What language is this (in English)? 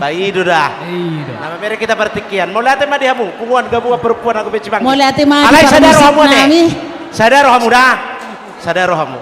Batak Toba